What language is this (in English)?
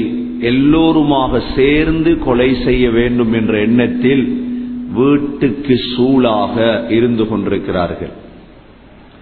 Tamil